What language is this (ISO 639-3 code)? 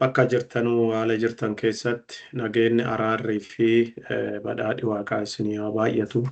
orm